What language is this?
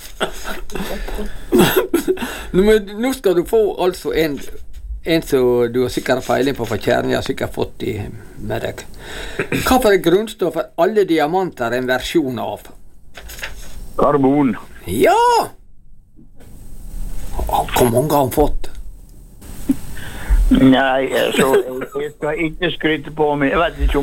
Norwegian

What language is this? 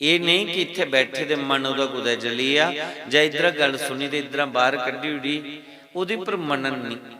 Dogri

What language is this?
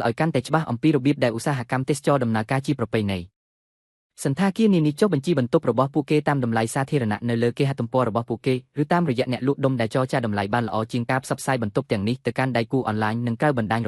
Khmer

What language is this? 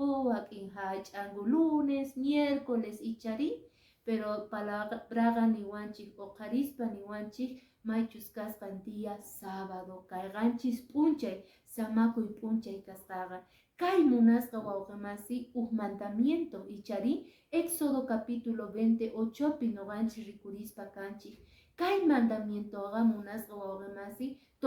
Quechua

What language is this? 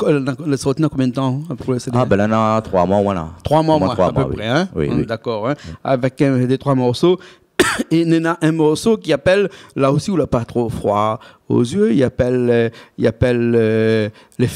Réunion Creole French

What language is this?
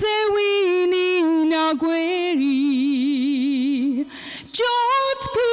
Mohawk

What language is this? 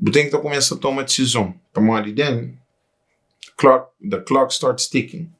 Kabuverdianu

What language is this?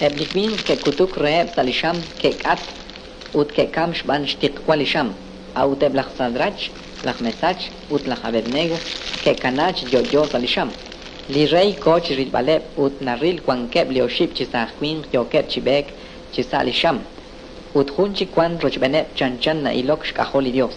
Kekchí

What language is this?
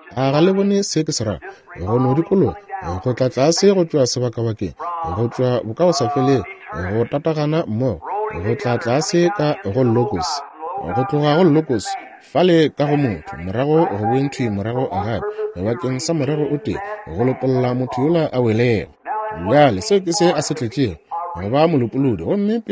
Northern Sotho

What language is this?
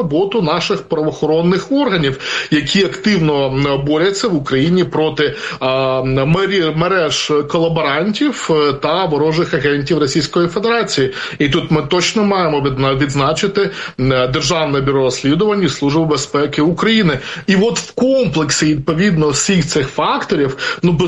Ukrainian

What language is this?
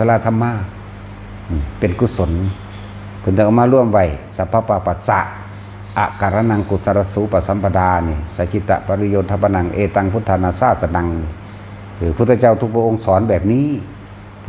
Northeastern Thai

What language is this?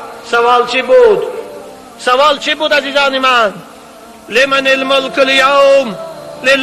Tajik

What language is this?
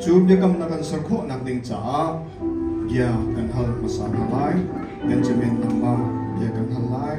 Hakha Chin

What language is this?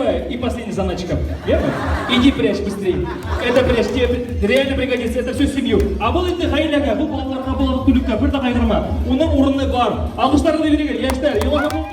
Bashkir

